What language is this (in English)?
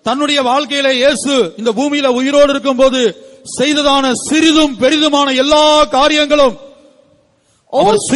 Tamil